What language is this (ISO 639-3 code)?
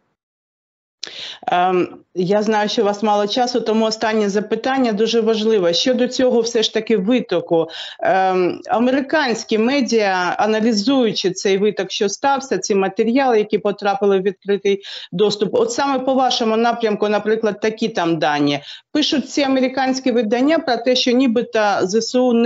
ukr